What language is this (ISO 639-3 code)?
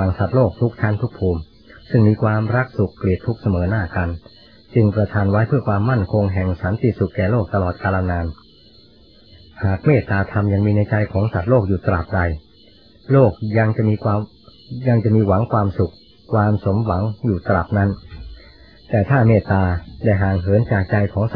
tha